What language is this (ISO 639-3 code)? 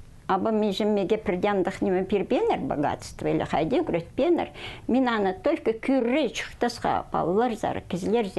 kjh